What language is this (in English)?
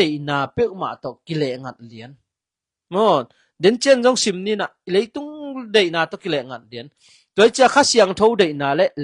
Tedim Chin